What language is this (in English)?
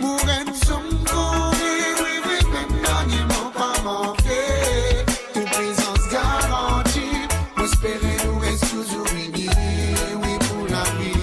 Morisyen